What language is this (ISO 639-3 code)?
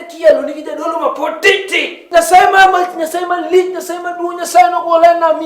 luo